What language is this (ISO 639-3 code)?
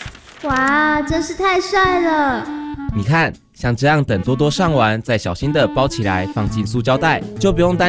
zho